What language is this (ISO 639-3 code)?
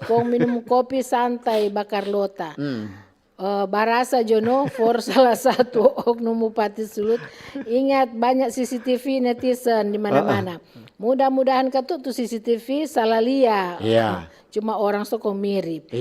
xmm